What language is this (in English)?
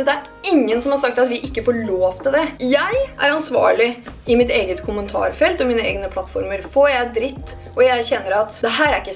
Norwegian